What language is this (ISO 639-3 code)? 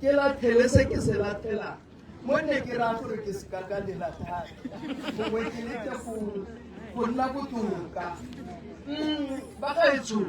tsn